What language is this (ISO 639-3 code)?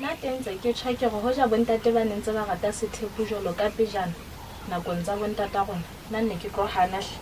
sot